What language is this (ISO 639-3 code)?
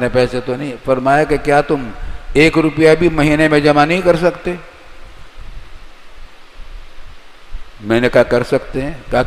urd